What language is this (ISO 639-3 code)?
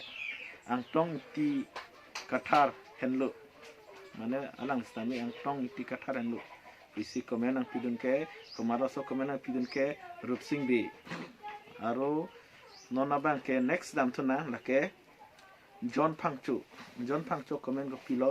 mjw